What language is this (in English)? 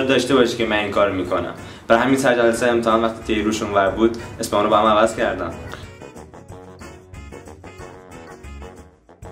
Persian